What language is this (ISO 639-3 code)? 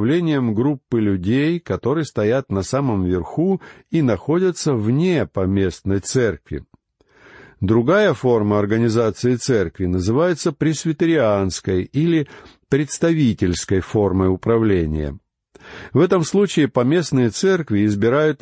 rus